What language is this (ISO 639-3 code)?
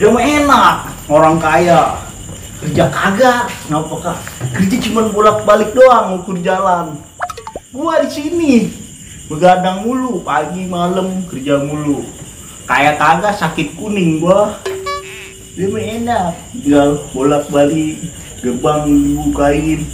bew